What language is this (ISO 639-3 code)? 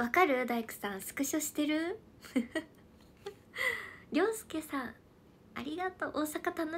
jpn